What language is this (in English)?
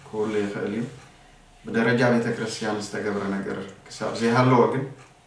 Tigrinya